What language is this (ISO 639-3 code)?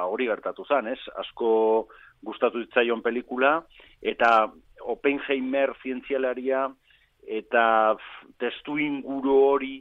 eus